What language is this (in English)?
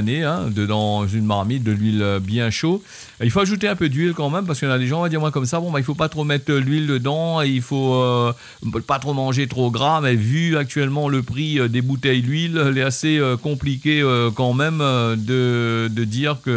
Réunion Creole French